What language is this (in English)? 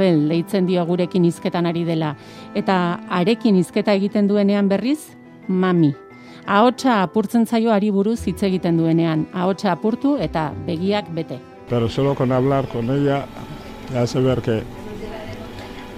Basque